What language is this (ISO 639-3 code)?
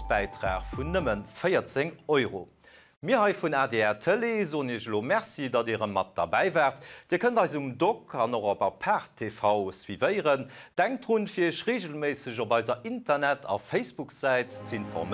ltz